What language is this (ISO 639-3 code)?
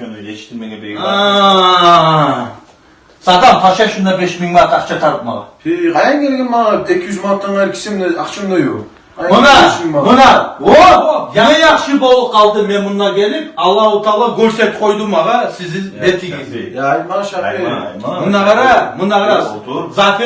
kum